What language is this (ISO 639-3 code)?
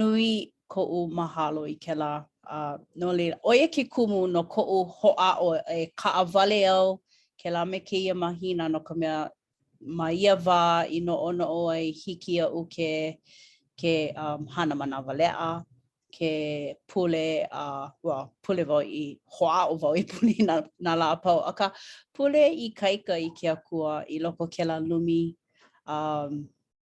haw